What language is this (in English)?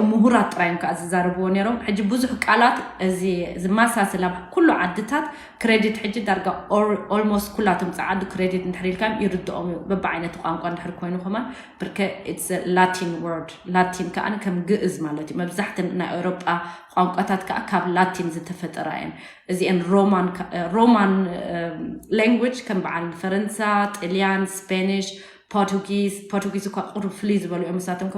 Tigrinya